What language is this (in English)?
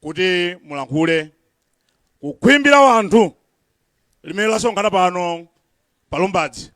Nyanja